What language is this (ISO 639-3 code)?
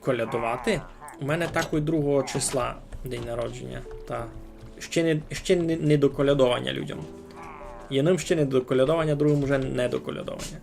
rue